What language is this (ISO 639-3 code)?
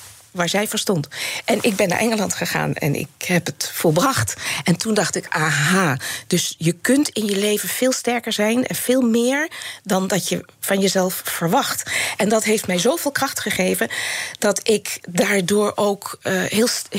nld